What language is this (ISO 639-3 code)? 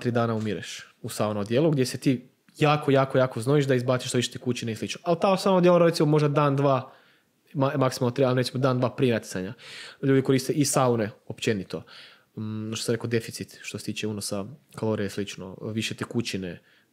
hrv